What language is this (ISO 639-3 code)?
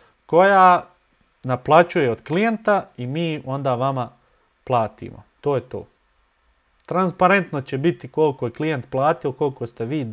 bos